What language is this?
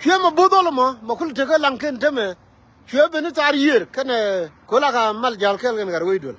Nuer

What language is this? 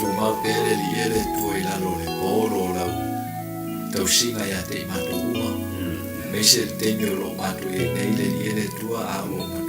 Samoan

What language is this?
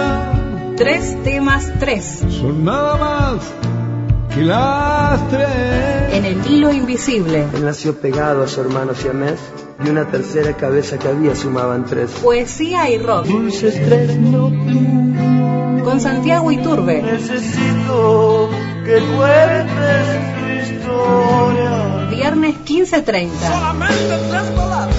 Spanish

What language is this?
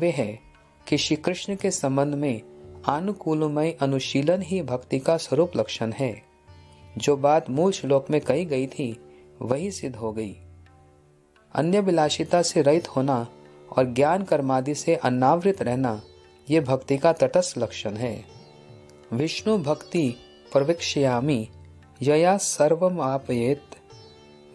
Hindi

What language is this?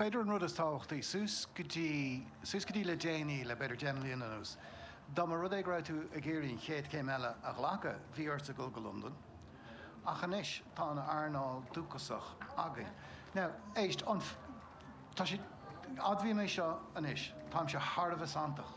Irish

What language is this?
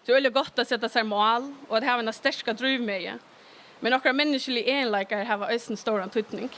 Faroese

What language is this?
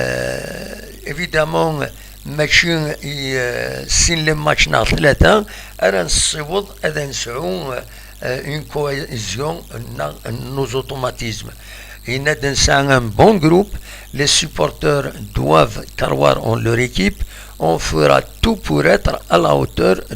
Kabyle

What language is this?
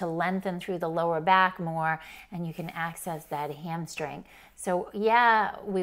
English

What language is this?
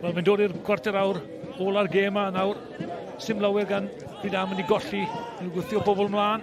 Welsh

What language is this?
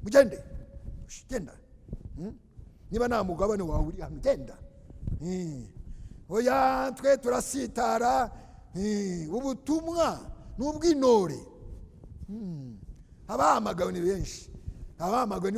Kinyarwanda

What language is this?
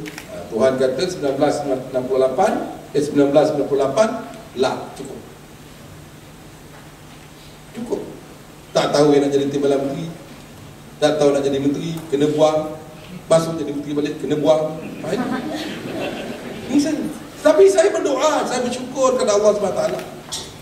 Malay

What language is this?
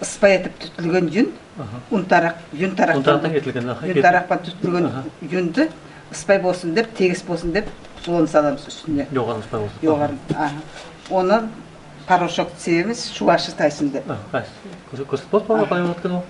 Nogai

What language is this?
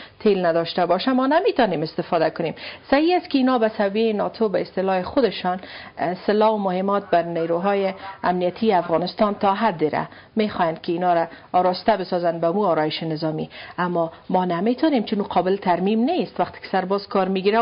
Persian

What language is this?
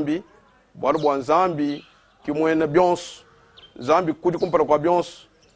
Luba-Lulua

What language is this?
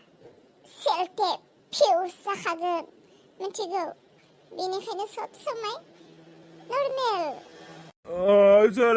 Bodo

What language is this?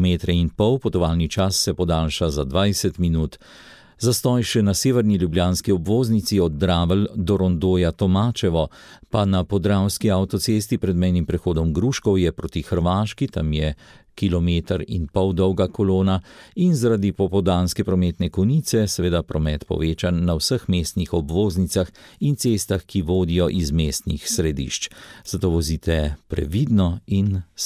Slovenian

